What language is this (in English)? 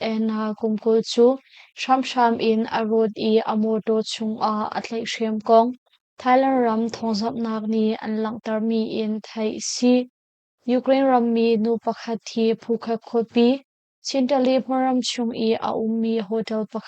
Hakha Chin